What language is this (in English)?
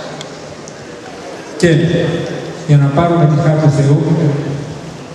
Greek